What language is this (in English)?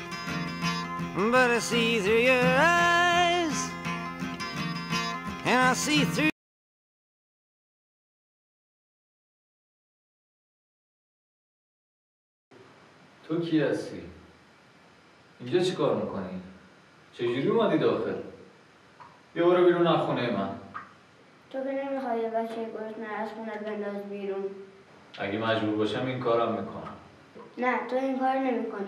Persian